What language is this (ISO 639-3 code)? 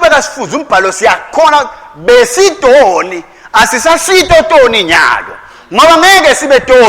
ssw